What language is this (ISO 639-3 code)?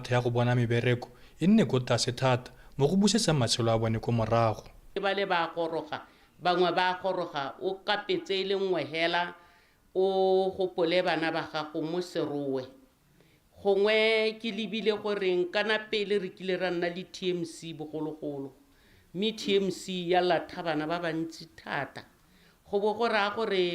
tsn